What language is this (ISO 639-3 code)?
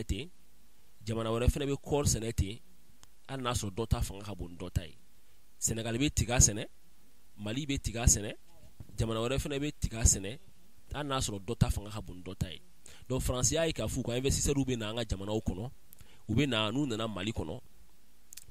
bam